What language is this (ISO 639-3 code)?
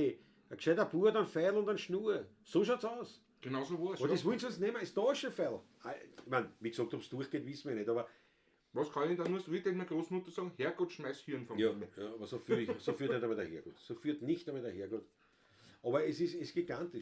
bar